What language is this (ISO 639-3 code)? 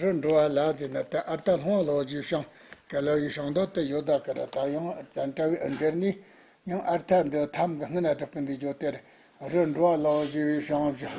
bod